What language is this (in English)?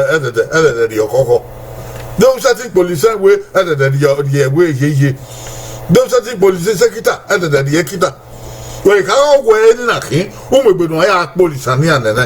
Bini